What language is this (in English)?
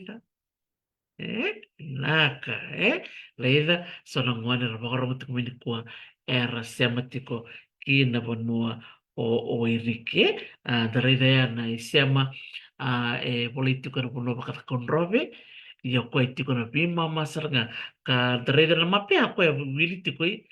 Fijian